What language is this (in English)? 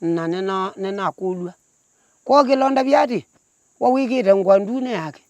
Kamba